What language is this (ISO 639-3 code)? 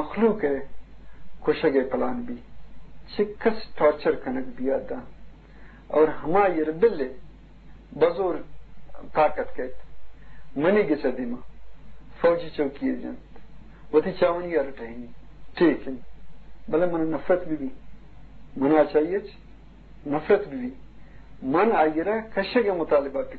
bgp